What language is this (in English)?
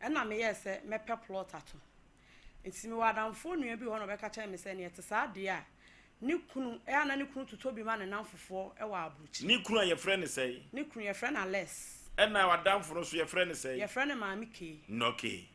Akan